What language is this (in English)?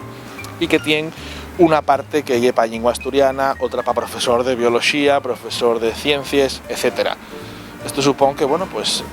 Asturian